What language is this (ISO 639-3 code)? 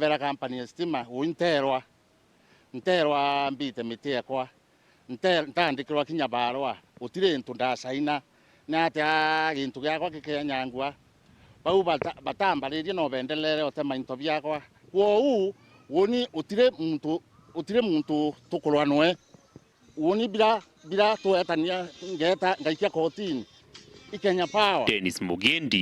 mer